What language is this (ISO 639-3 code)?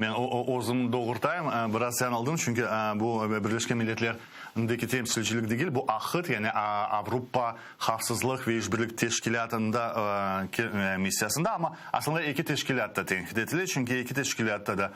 crh